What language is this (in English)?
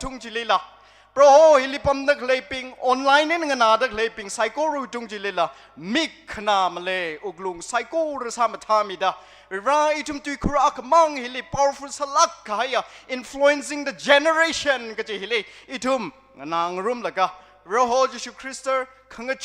Tangkhul Naga (India)